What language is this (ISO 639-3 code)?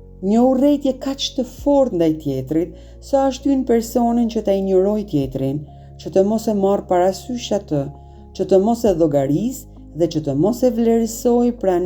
sqi